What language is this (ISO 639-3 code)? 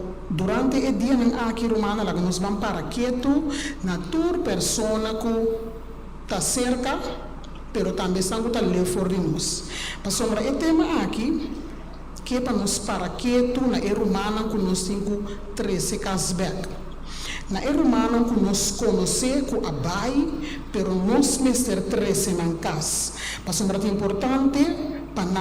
pap